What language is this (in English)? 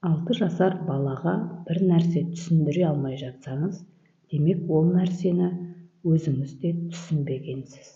Kazakh